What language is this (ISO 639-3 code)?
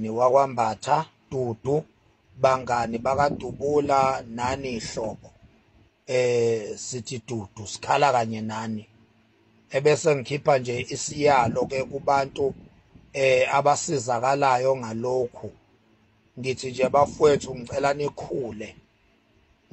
zul